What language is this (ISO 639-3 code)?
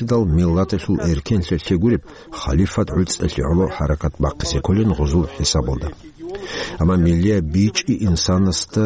ava